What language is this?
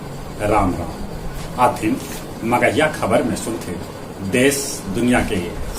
Magahi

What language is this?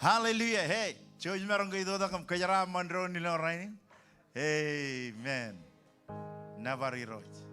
Marshallese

